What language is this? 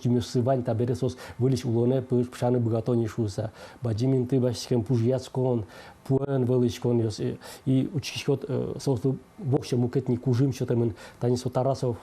Udmurt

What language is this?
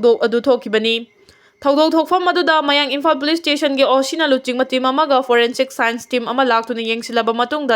Manipuri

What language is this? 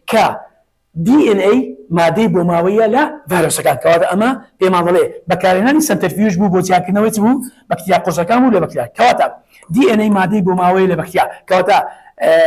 Central Kurdish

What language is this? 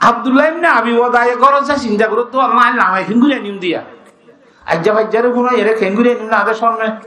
Rohingya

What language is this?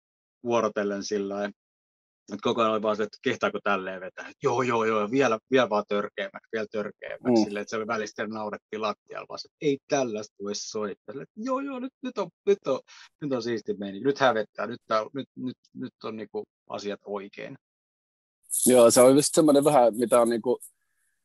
Finnish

